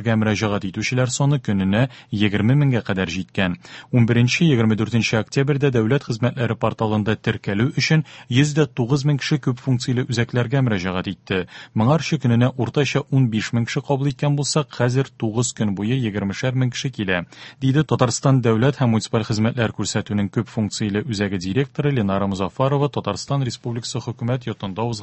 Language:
Tatar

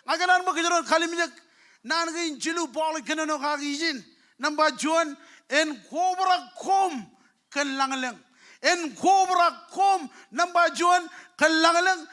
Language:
Marshallese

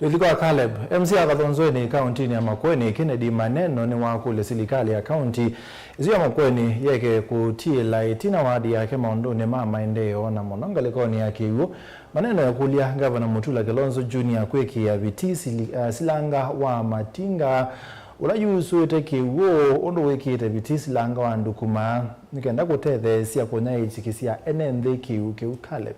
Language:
Kamba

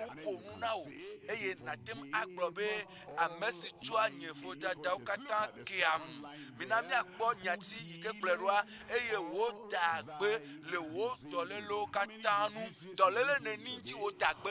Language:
Ewe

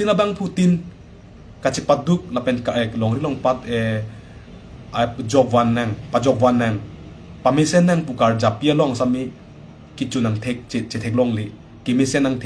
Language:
Karbi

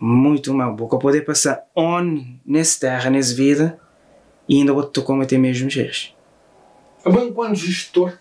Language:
Kabuverdianu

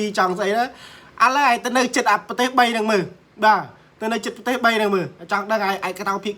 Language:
Khmer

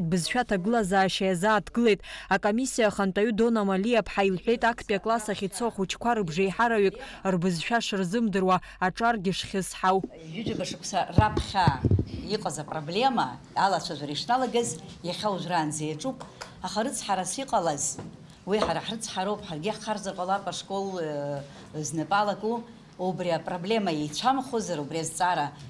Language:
Abkhazian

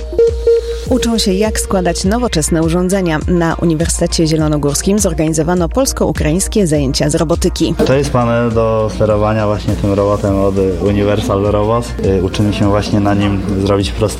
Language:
Polish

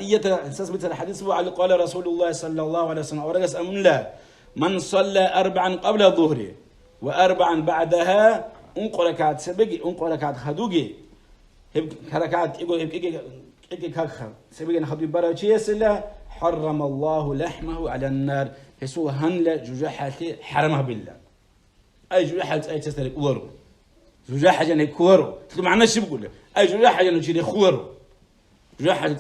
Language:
Avaric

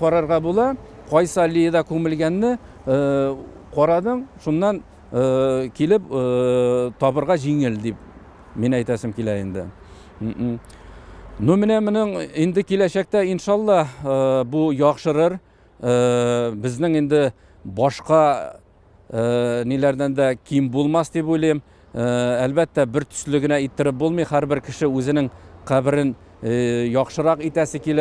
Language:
Tatar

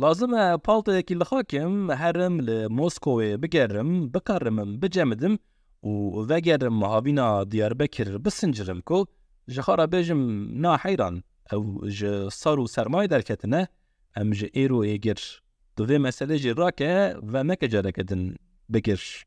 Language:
Kurdish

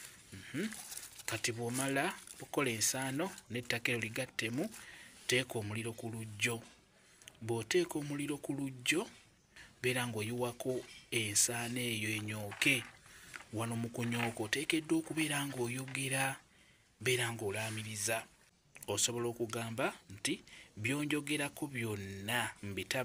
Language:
Ganda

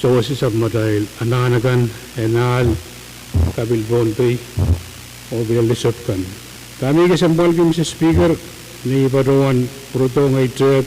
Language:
Pohnpeian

